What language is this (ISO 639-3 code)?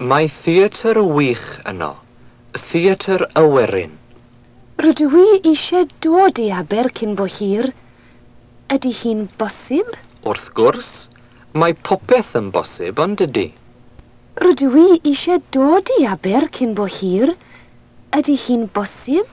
cym